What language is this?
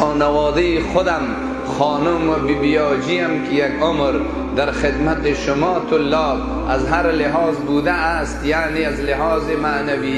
Persian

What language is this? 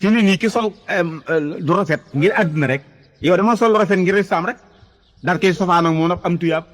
Wolof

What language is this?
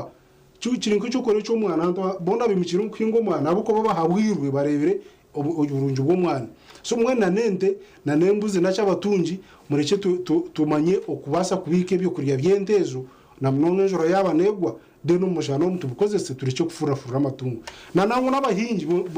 Nyankole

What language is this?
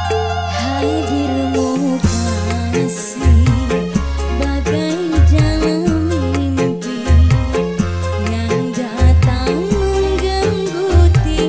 Indonesian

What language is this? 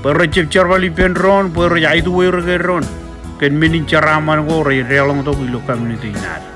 Marshallese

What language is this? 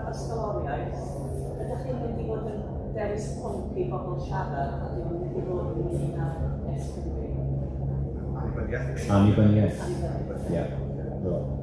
Welsh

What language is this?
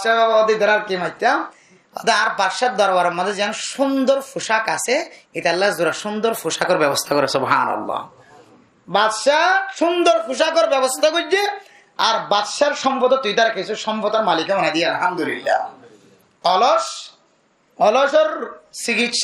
Rohingya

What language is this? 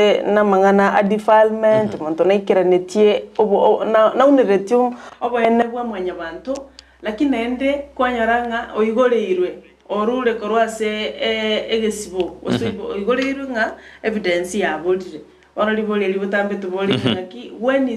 Gusii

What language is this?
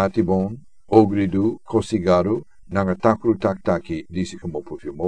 Sranan Tongo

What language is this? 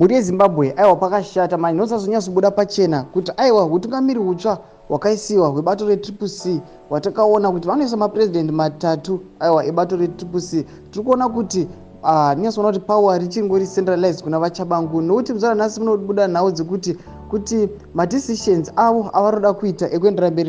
Shona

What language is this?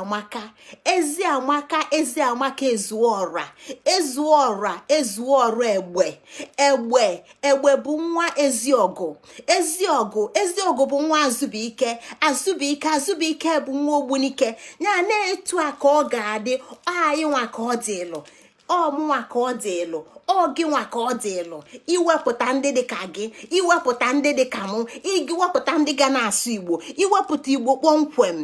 Igbo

